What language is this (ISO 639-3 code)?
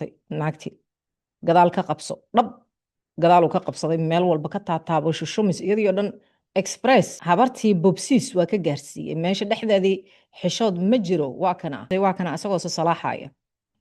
som